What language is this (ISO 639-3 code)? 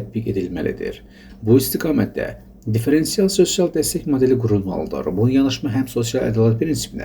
aze